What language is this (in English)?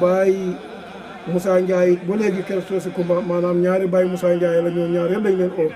Wolof